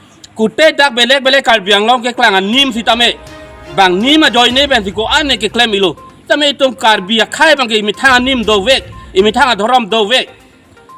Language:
Karbi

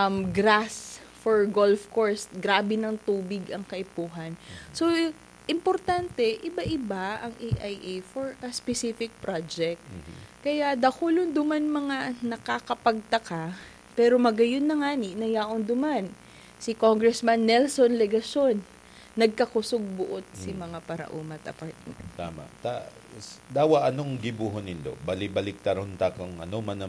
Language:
Bikol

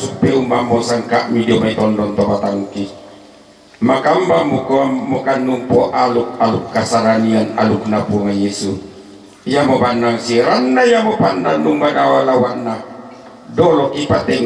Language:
Toraja-Sa'dan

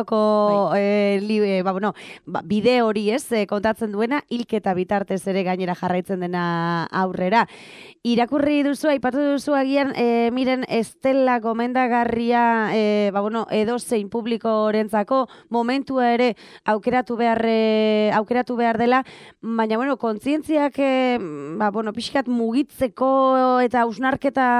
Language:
Basque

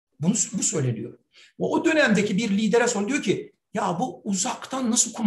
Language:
Turkish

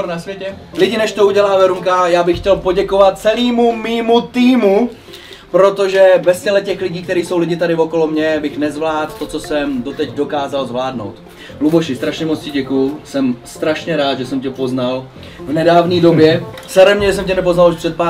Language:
Czech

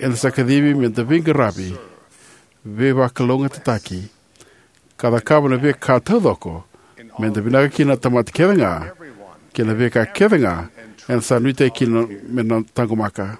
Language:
Fijian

